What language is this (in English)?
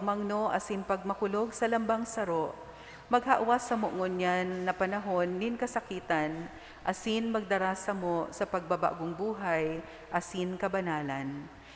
Bikol